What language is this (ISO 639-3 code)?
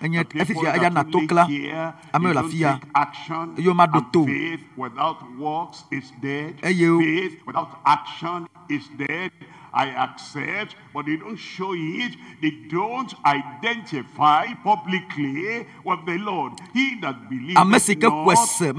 ewe